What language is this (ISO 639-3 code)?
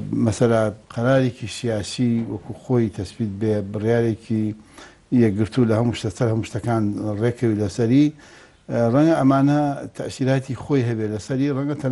ckb